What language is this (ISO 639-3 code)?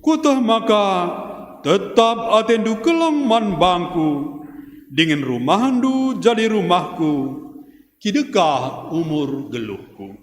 btx